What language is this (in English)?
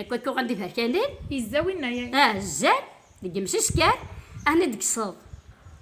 Kabyle